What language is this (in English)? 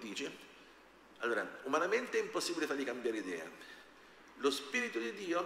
Italian